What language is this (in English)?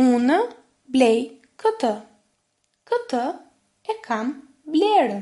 Albanian